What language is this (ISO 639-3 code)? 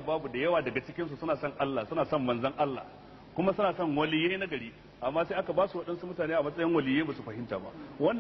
hau